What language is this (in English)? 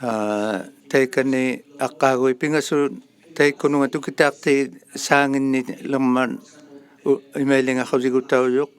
Inuktitut